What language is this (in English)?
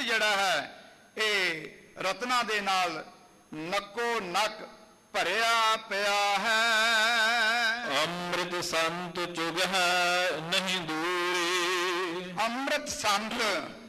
Punjabi